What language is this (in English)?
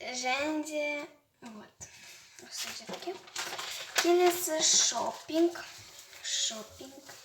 Kazakh